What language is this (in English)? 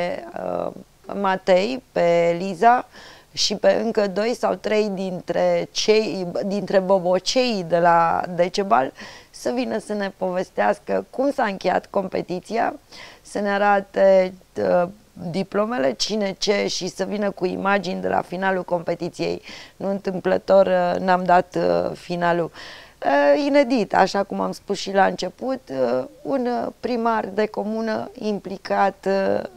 Romanian